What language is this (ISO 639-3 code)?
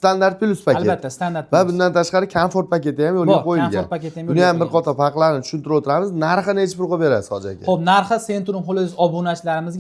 uzb